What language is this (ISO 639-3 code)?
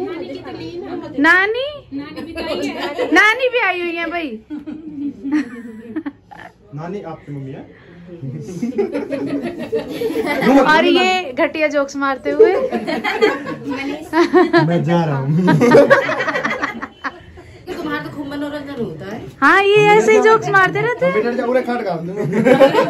hin